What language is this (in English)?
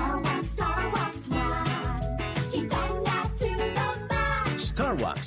Bikol